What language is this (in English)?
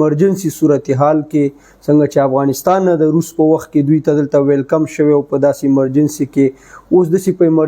Pashto